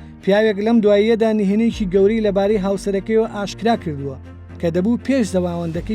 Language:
Central Kurdish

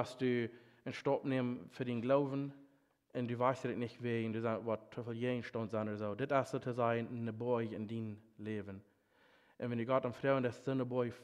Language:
Plautdietsch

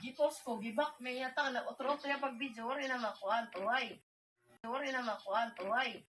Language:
Waray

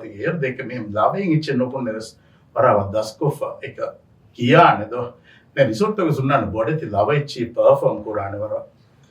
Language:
Divehi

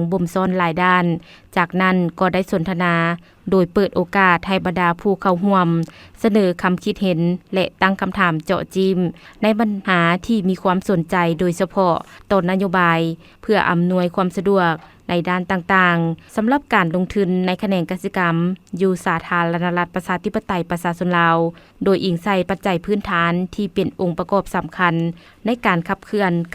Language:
Lao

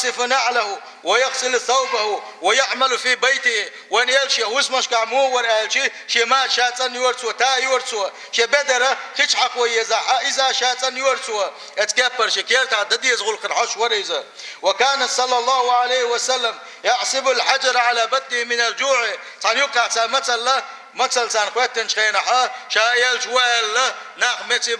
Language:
Chechen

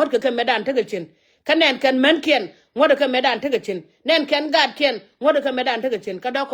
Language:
Nuer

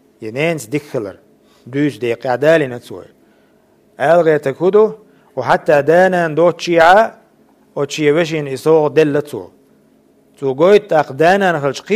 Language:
Chechen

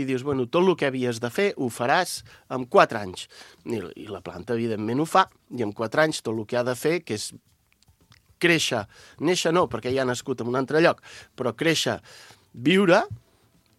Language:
Catalan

